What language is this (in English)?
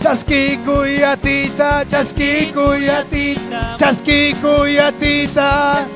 Ayacucho Quechua